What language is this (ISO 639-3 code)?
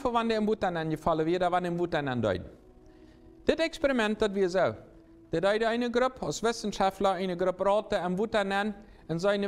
pdt